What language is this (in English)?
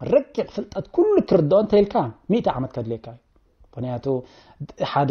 Tigrinya